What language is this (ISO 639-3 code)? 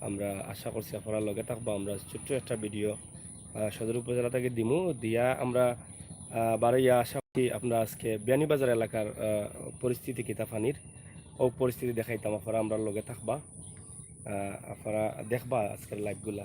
syl